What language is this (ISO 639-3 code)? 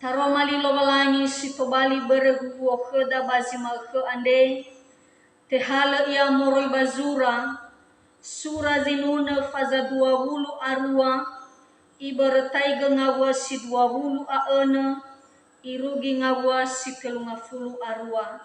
nia